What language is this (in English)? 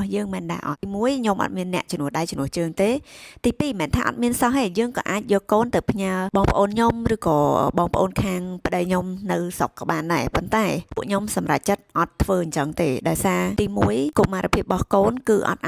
Khmer